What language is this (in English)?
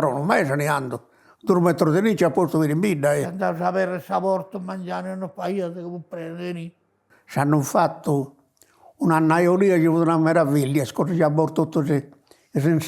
Sardinian